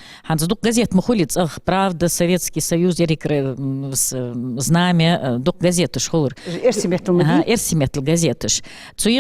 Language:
Ingush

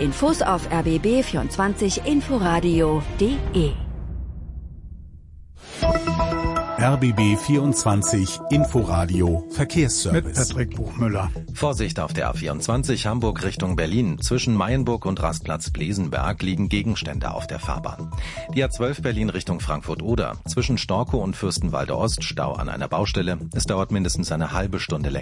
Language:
German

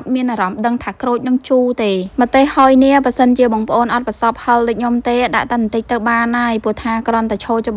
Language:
Khmer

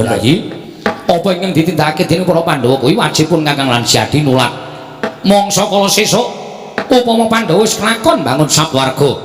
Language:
Javanese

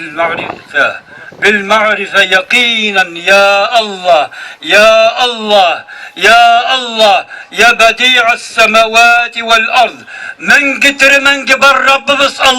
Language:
Bashkir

